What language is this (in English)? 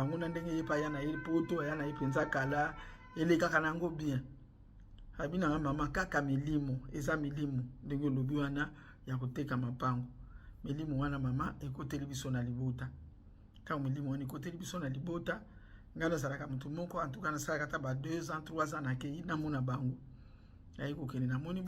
Lingala